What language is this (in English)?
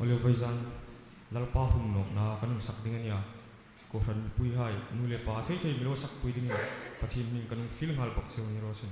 Hmar